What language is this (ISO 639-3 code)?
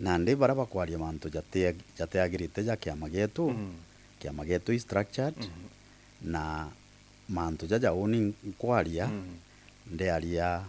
mer